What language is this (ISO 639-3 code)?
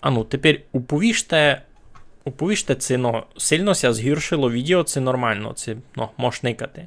rue